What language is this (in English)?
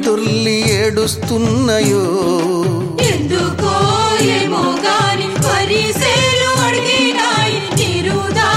Telugu